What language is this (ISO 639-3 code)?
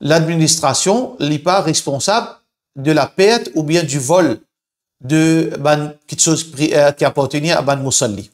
mfe